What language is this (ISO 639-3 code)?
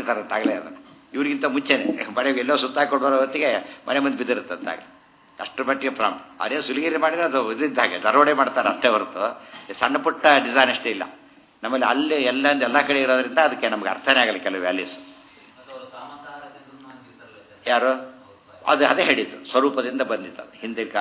kan